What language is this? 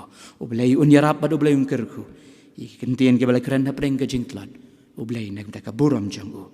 Khasi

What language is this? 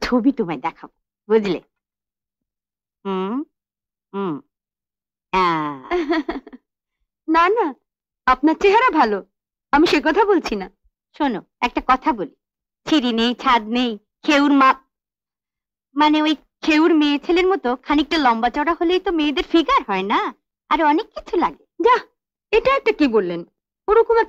Bangla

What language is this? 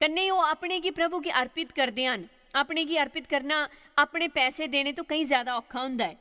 Dogri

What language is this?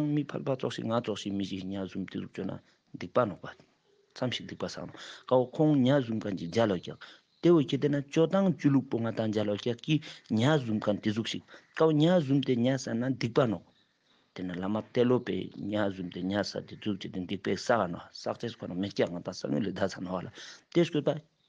Ladakhi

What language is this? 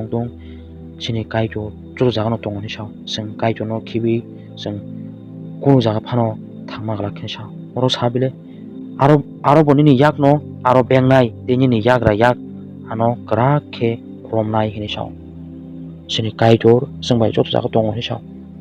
Kok Borok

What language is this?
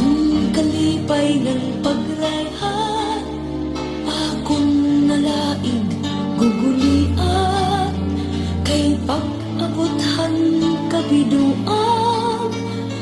Waray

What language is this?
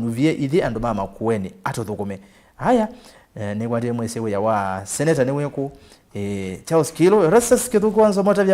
Kamba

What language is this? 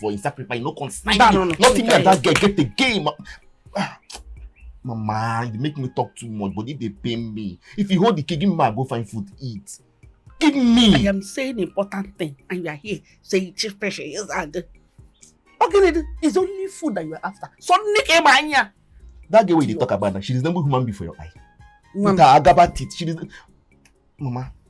Nigerian Pidgin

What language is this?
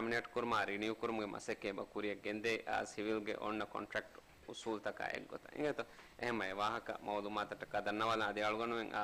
Divehi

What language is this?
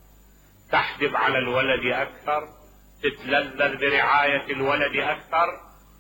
Mesopotamian Arabic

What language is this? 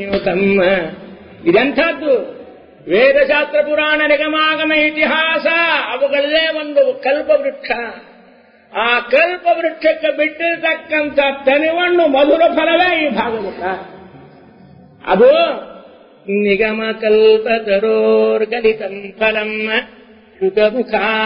Kannada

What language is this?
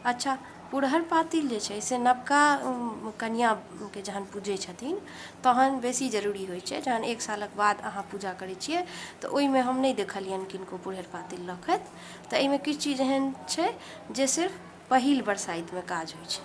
Maithili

